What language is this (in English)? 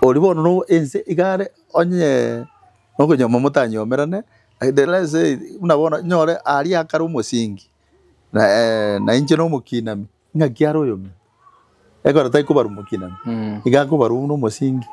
Gusii